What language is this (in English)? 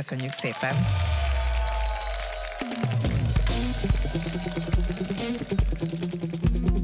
Hungarian